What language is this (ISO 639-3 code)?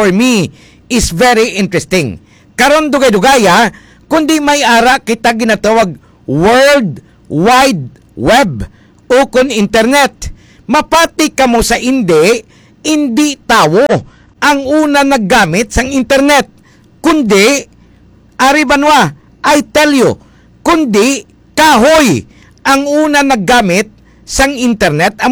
hil